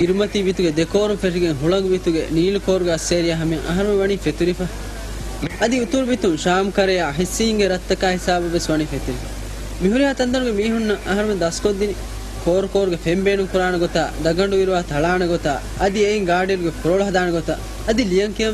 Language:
Divehi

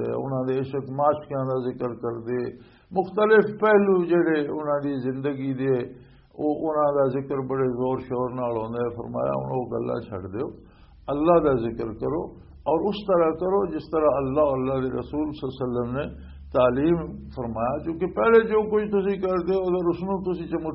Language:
Western Panjabi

